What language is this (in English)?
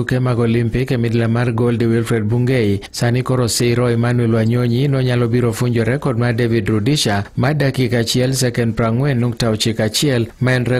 Luo (Kenya and Tanzania)